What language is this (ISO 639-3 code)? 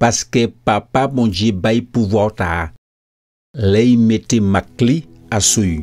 gcf